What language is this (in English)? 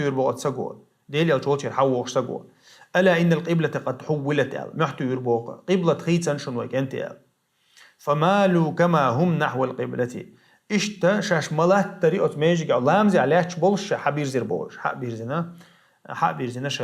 Chechen